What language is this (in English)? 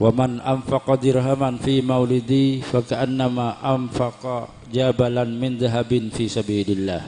Madurese